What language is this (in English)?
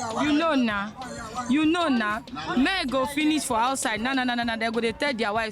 Nigerian Pidgin